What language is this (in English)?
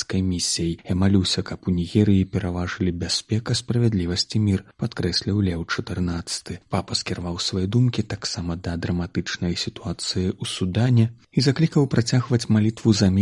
Belarusian